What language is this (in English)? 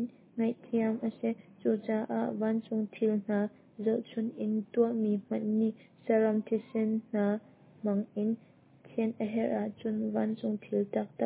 Hakha Chin